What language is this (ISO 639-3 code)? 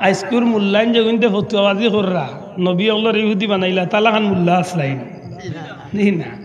syl